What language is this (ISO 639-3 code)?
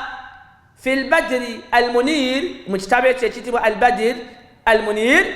lug